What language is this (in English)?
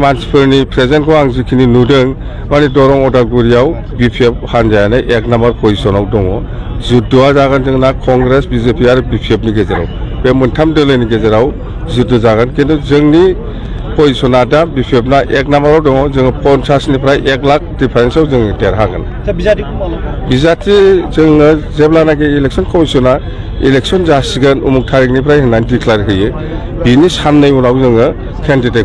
Bodo